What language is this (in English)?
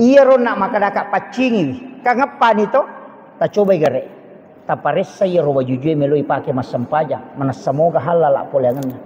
Buginese